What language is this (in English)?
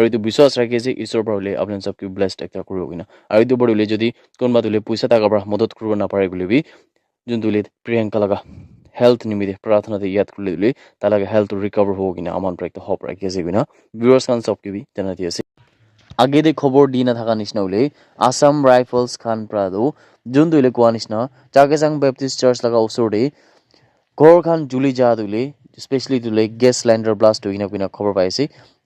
Naga Pidgin